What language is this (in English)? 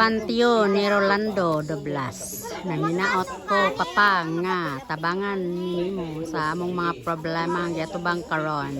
Cebuano